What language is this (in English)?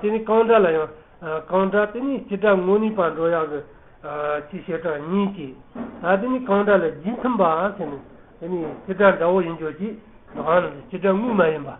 Tibetan